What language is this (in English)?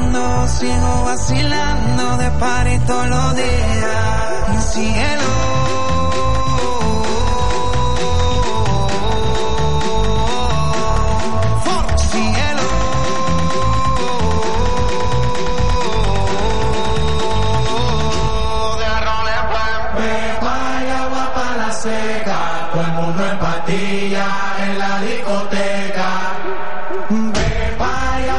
Spanish